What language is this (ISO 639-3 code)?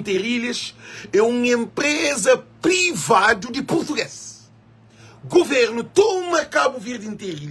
kea